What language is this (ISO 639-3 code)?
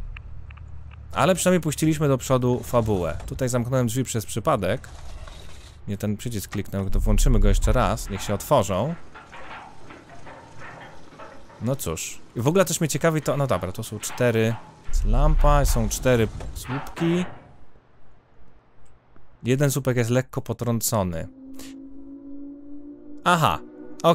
pol